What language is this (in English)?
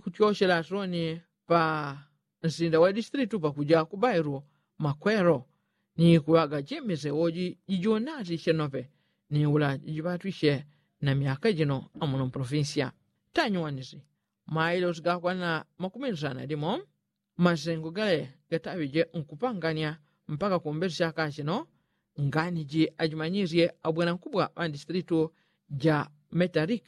Yao